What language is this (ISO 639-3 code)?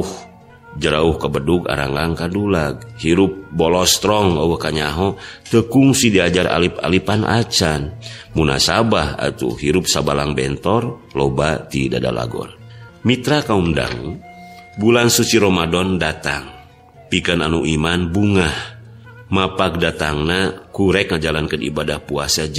sun